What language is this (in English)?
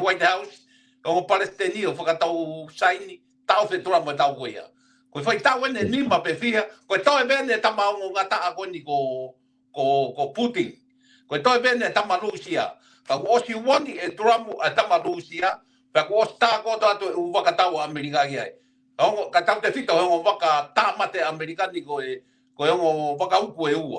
Tongan